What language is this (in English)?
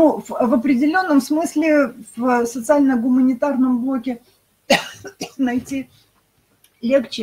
Russian